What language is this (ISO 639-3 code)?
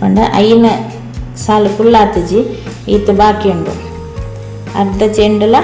tcy